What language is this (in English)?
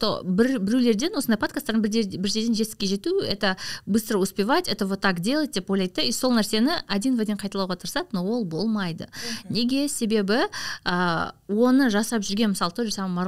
Kazakh